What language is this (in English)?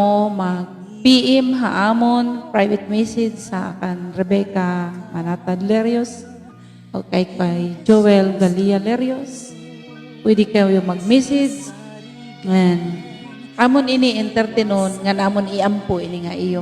Waray